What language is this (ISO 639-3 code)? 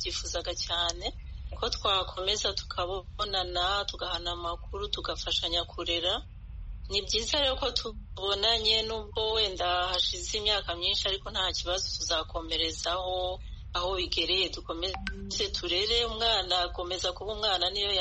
kin